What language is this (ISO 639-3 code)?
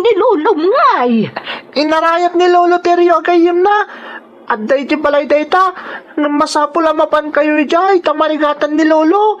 ilo